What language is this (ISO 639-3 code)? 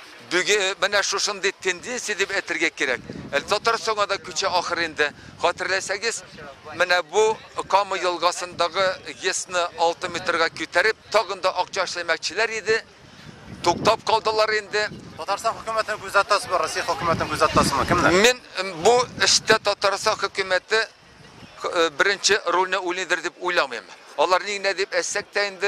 tat